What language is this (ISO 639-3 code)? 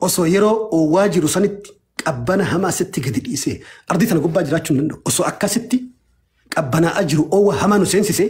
orm